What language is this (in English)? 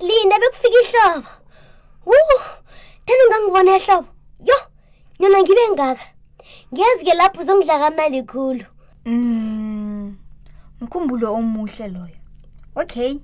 South Ndebele